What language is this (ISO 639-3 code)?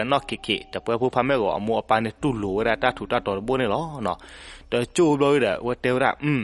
ksw